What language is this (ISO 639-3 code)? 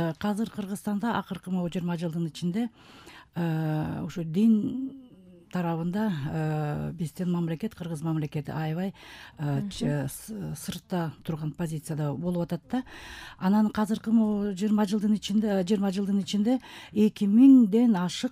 kir